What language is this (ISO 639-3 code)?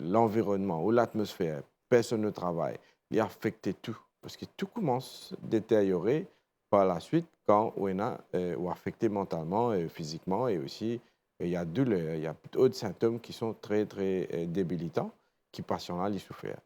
mfe